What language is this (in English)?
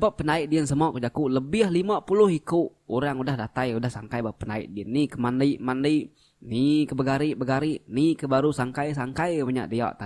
Iban